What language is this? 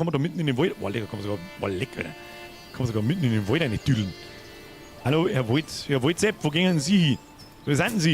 Bavarian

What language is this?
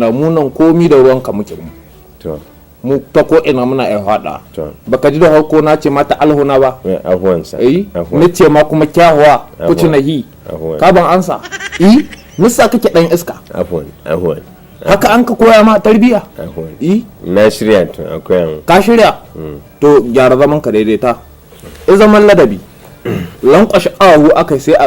Hausa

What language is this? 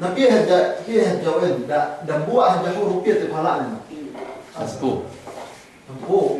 Yakan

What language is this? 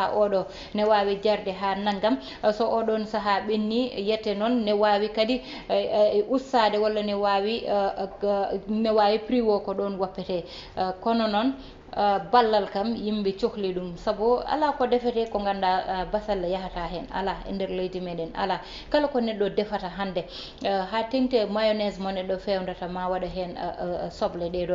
Fula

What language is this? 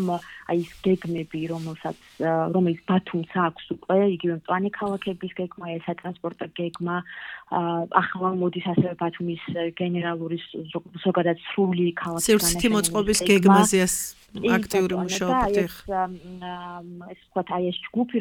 Georgian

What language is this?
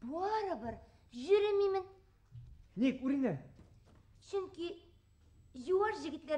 Bashkir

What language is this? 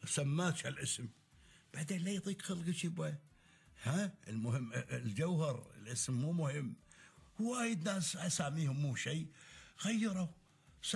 Gulf Arabic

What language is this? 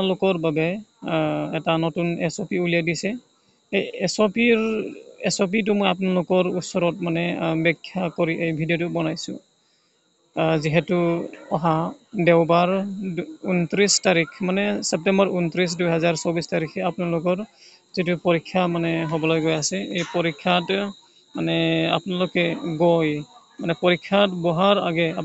Assamese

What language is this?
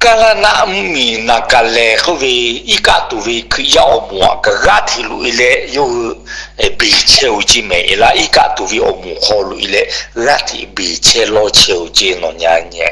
Lahu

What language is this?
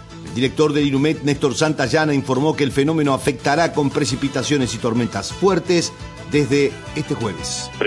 Spanish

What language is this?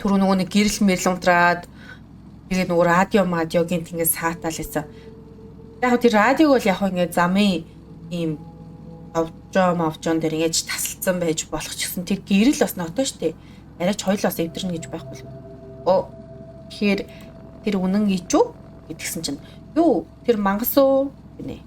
Mongolian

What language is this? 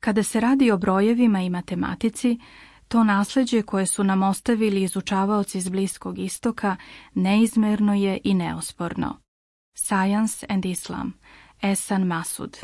Bosnian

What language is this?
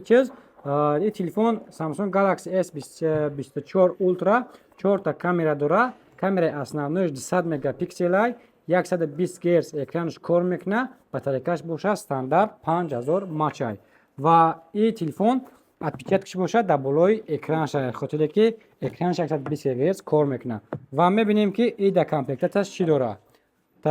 Tajik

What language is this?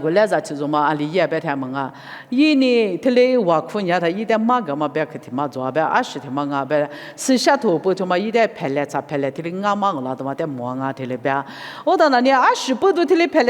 Lisu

